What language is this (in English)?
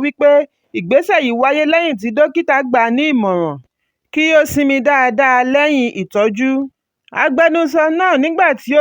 Yoruba